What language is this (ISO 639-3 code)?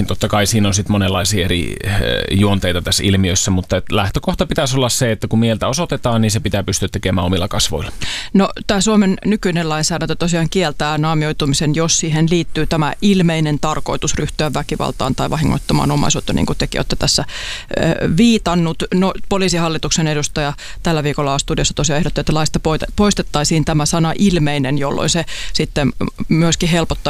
fin